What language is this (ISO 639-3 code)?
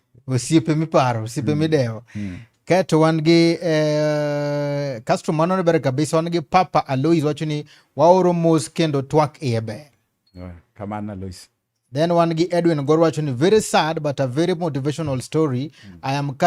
luo